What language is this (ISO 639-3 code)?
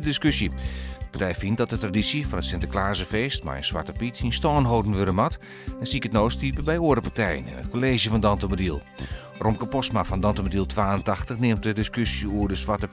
fry